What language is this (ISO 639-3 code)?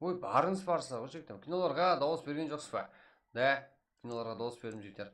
kaa